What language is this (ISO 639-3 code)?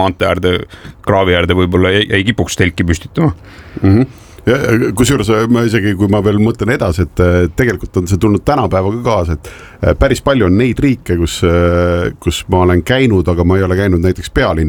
est